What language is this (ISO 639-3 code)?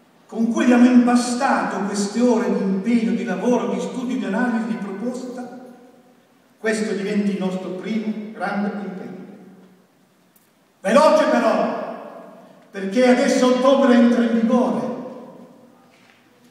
ita